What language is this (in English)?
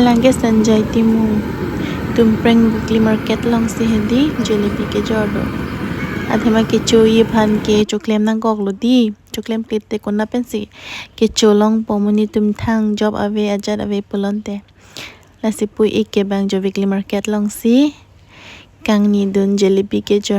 Karbi